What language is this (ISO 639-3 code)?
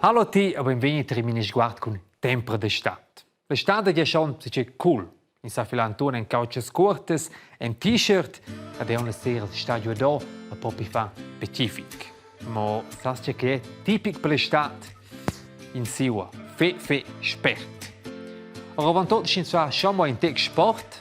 roh